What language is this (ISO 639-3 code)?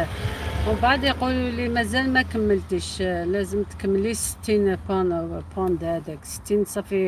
arq